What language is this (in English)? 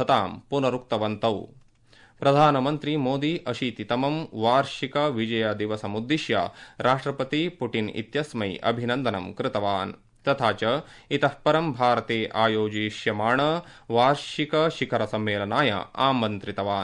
Sanskrit